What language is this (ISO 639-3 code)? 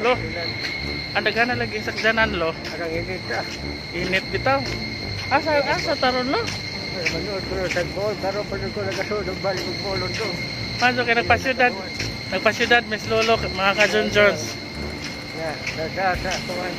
ceb